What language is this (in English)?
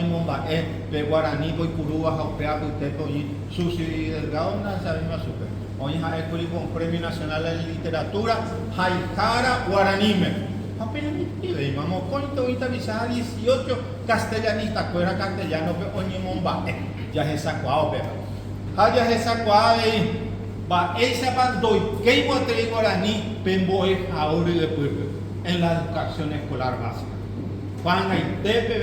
Guarani